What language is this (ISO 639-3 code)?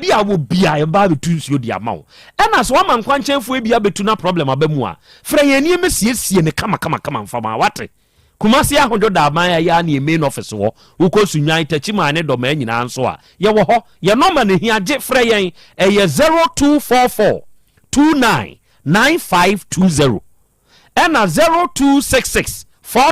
aka